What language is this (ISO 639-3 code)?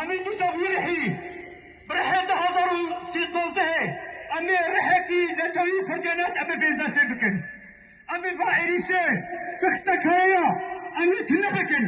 kur